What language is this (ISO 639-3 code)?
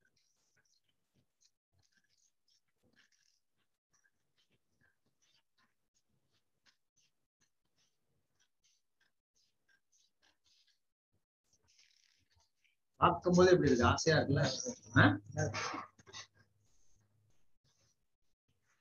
tam